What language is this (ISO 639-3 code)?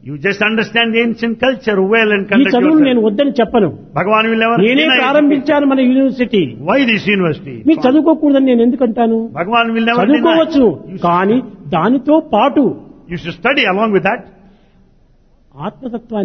tel